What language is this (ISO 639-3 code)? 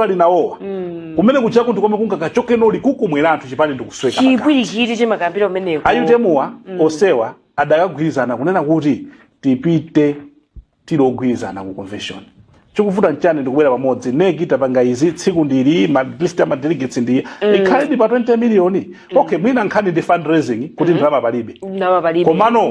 nya